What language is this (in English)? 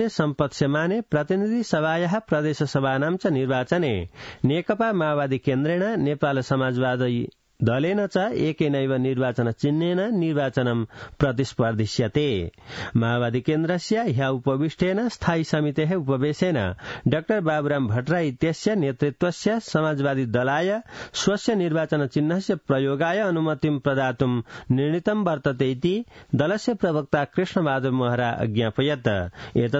Sanskrit